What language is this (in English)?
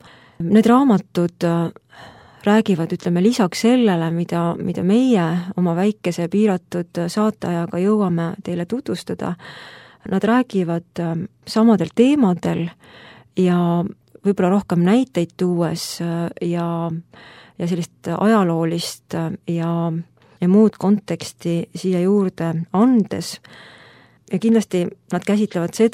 Estonian